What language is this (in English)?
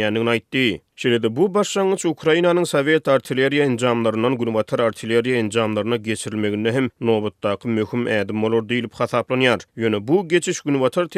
Turkmen